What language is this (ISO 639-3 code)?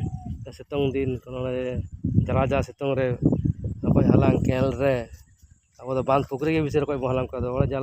sat